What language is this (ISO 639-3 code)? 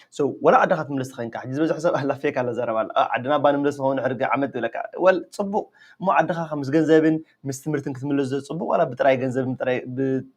tir